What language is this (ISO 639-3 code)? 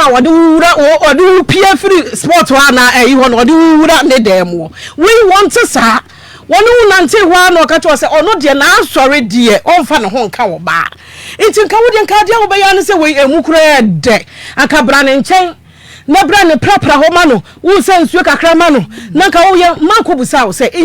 aka